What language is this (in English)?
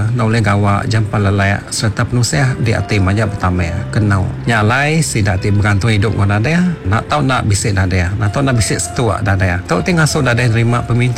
Iban